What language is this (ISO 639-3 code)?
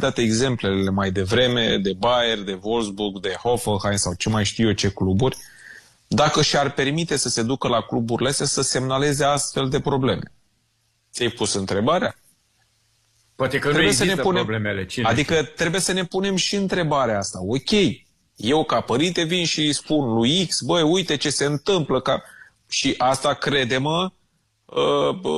ron